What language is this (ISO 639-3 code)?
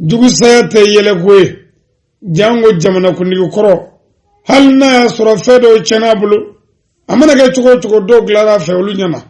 bam